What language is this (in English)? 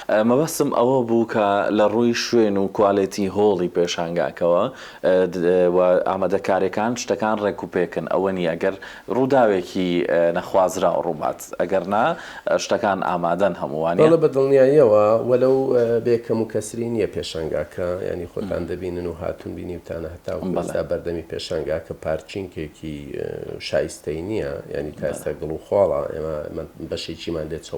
Central Kurdish